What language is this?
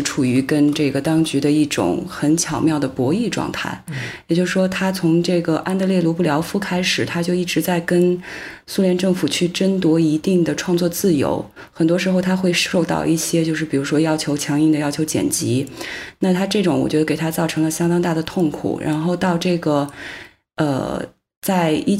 Chinese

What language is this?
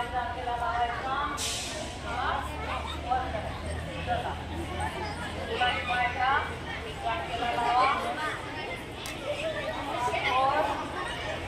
Marathi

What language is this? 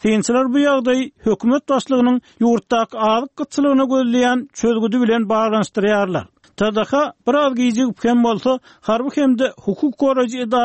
Turkmen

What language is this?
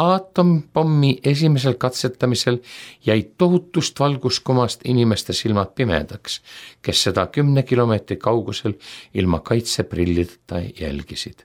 Estonian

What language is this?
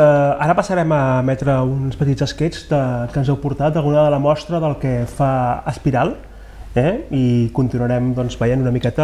Catalan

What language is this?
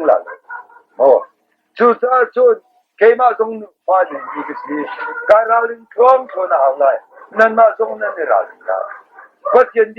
Hakha Chin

